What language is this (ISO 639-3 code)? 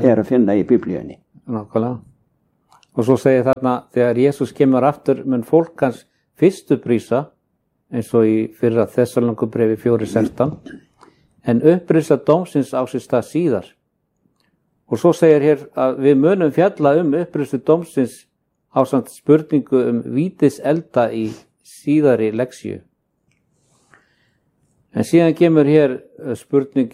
isl